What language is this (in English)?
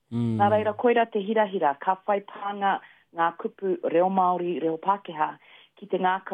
Māori